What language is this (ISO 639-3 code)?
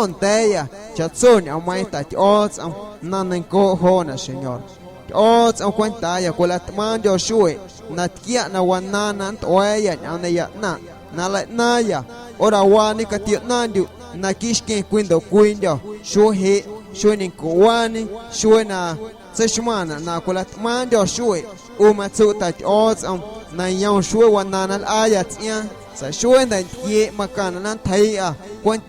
amu